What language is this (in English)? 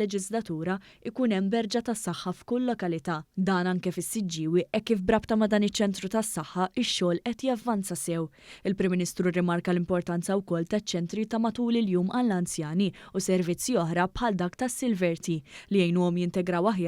Maltese